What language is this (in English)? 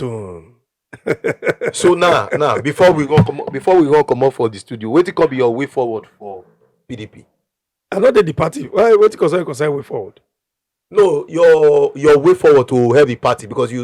Nigerian Pidgin